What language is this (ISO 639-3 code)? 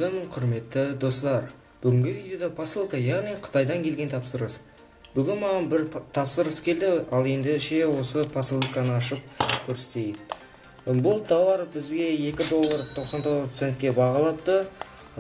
kaz